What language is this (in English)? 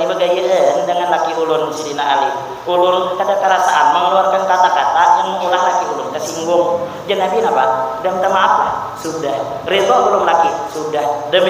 Banjar